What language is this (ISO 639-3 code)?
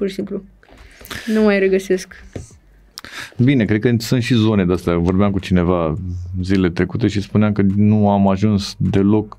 ron